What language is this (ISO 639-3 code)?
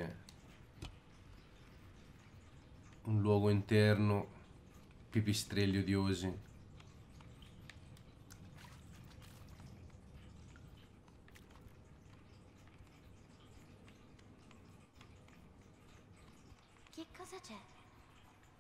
ita